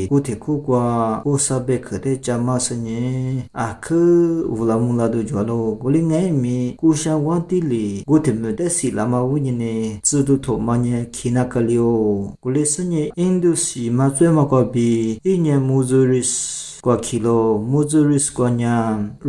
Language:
Lisu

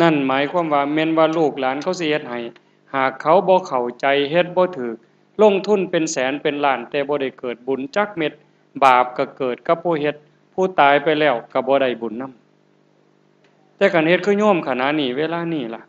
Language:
Northeastern Thai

